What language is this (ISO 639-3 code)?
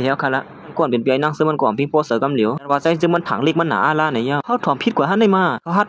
shn